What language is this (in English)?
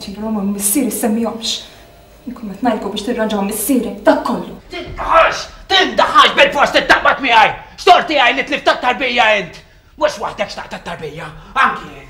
Maltese